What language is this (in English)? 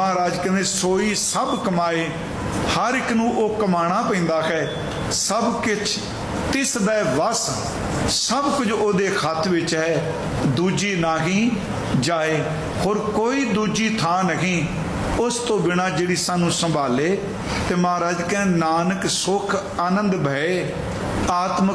Punjabi